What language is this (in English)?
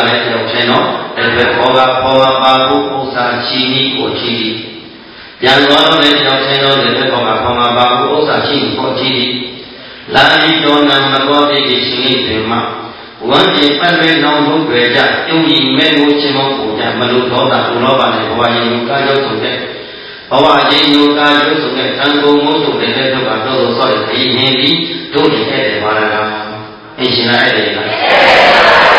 Burmese